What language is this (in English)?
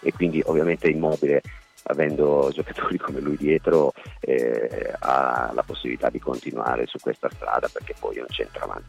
Italian